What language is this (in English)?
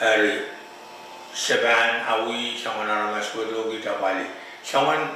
Pohnpeian